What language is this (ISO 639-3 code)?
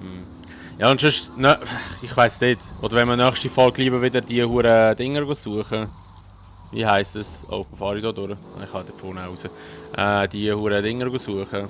gsw